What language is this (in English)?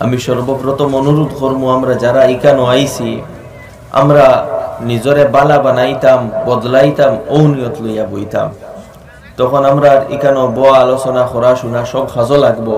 Sylheti